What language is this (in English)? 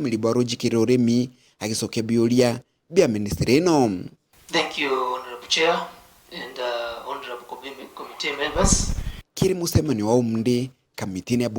Meru